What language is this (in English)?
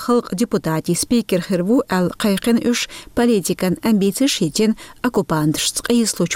Chechen